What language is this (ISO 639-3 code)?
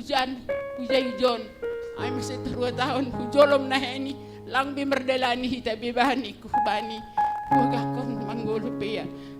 bts